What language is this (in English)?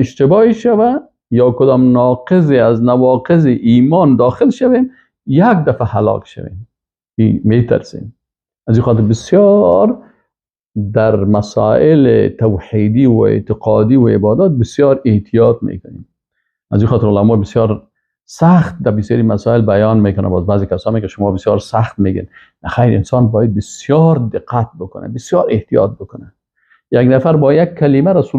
Persian